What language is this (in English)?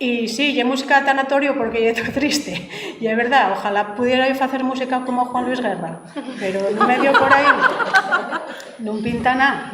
Asturian